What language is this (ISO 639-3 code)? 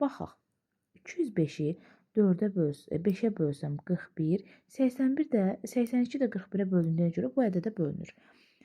aze